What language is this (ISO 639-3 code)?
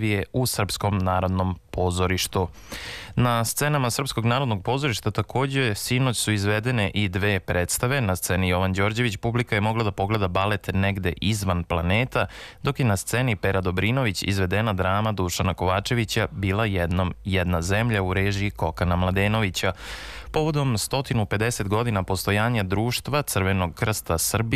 srp